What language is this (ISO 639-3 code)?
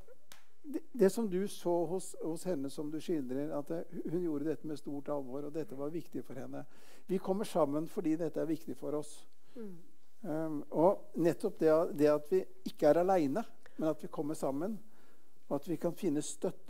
nor